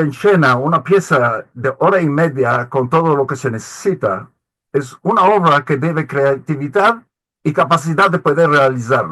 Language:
Ladino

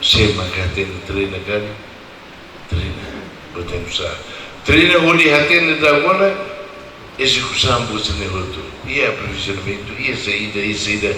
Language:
Tetum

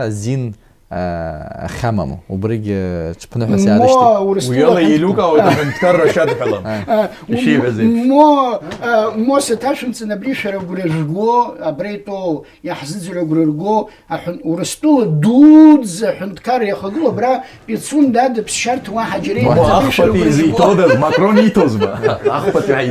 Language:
Abkhazian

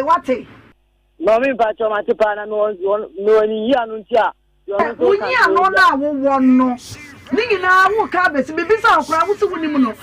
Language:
Akan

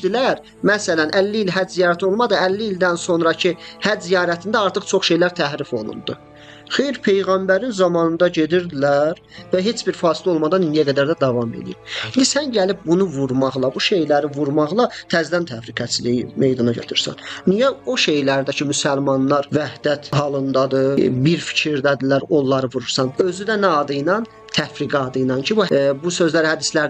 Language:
Azerbaijani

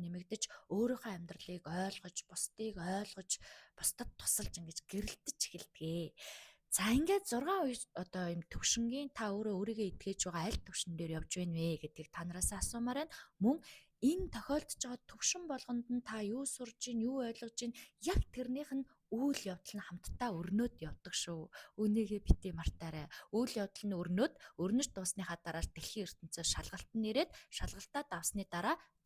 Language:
Mongolian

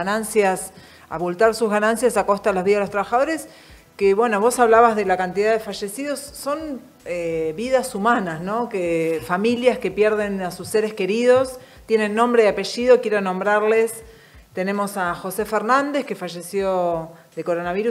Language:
Spanish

